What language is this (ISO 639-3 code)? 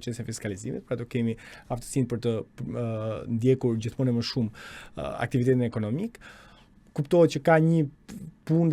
sqi